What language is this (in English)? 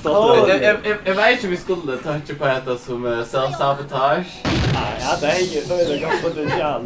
Faroese